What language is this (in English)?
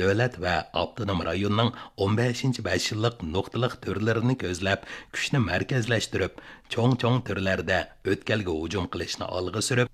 Uyghur